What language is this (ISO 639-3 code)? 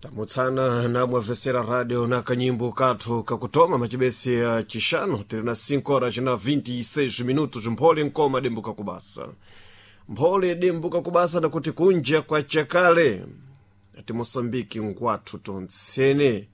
seh